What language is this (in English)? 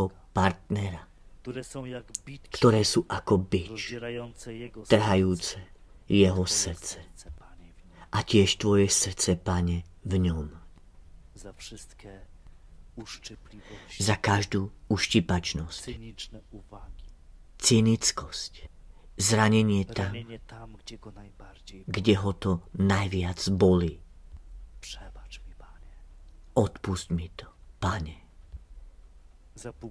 Slovak